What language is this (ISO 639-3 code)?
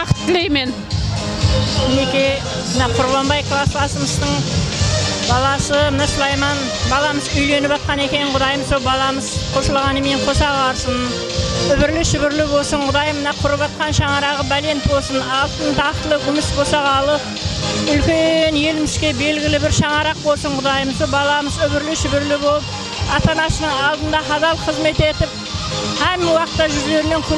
kaa